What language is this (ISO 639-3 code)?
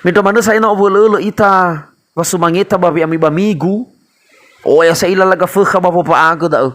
nia